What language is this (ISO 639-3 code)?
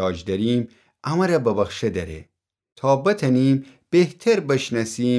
glk